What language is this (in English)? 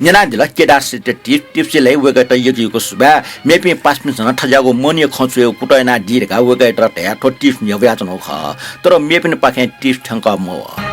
Newari